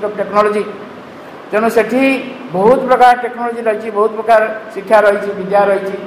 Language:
Odia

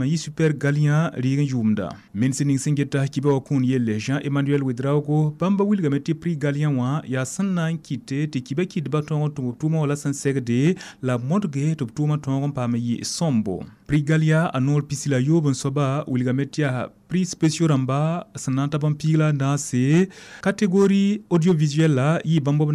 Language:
Mossi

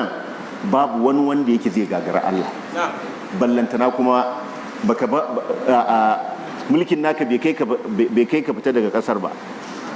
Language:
Hausa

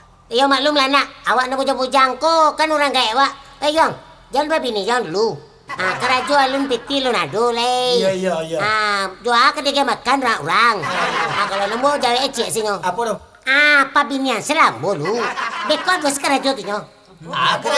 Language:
Minangkabau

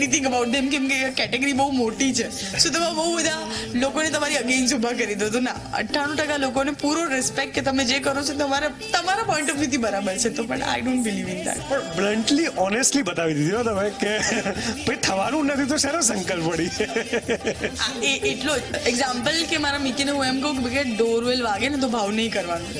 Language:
Gujarati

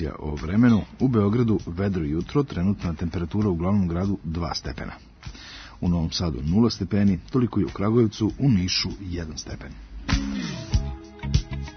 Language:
Serbian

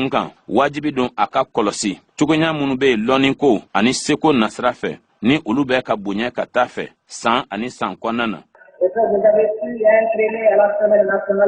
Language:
Bambara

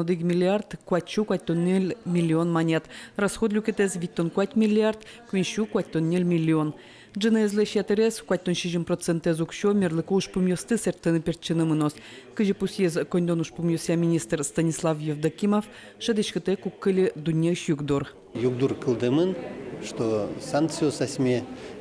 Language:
Udmurt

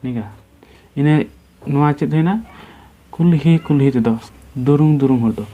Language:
Santali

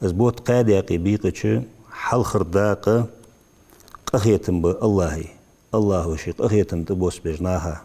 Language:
Ingush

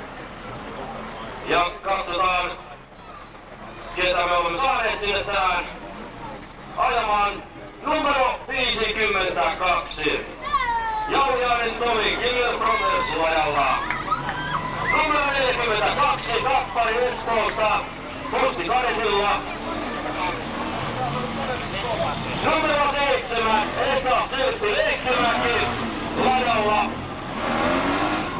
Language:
Finnish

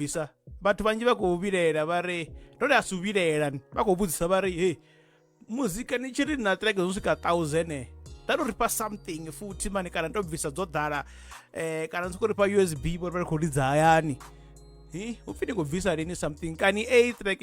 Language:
Venda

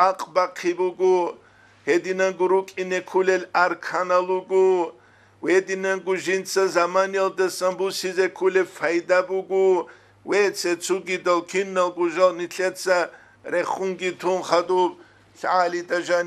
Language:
Avaric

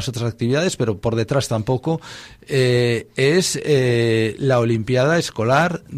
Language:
Spanish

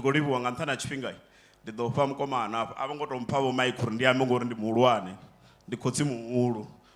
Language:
Venda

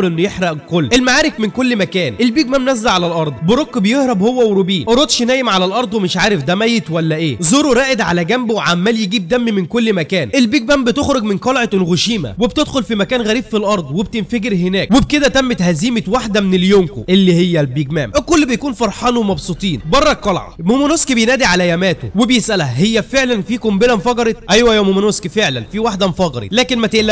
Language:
Egyptian Arabic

